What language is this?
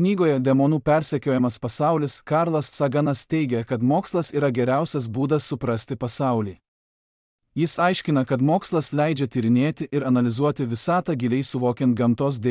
Lithuanian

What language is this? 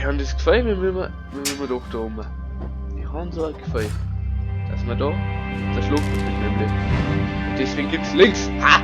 Bavarian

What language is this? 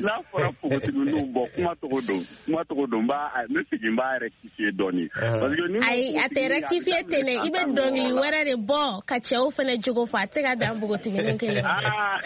Bambara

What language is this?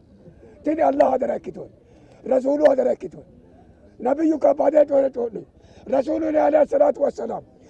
Sidamo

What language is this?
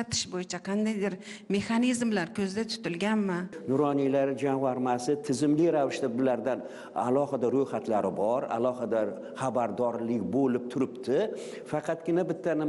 Uzbek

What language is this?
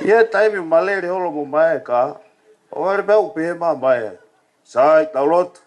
Tongan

